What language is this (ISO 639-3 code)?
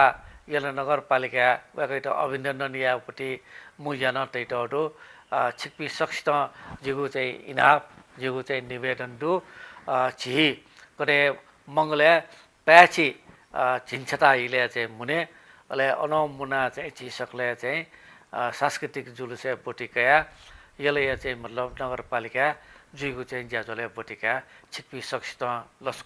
new